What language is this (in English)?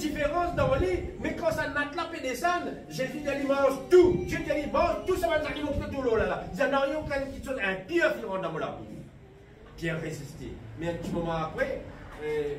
Morisyen